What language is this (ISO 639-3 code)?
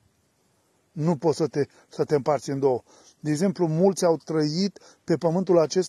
ron